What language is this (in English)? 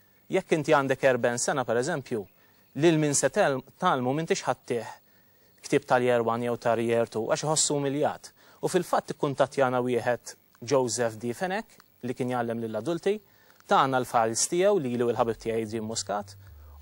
Maltese